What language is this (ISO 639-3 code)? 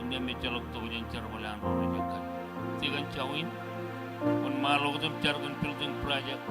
mah